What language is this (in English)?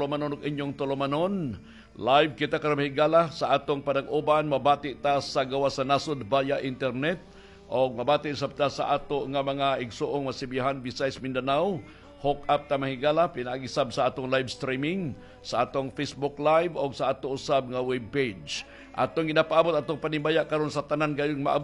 Cebuano